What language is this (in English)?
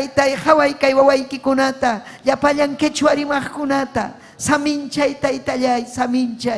Ayacucho Quechua